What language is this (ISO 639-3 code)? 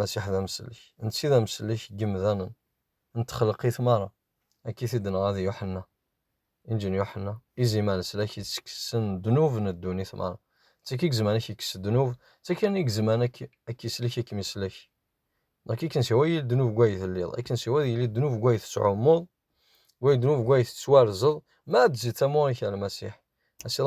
kab